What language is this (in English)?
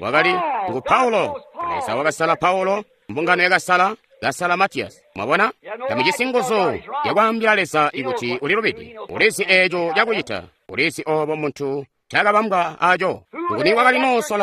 Tonga (Zambia)